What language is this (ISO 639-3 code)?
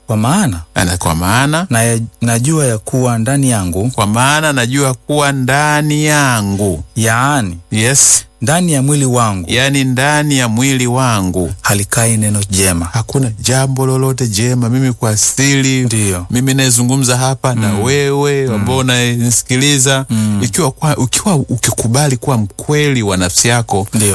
swa